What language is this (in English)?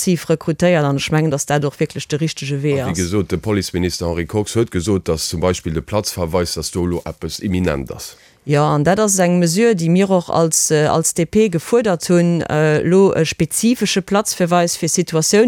Luxembourgish